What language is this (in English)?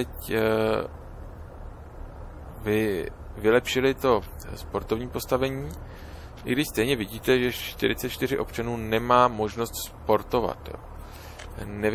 Czech